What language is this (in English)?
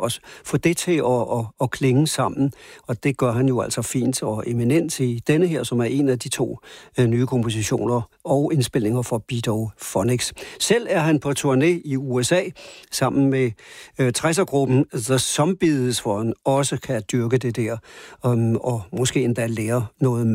Danish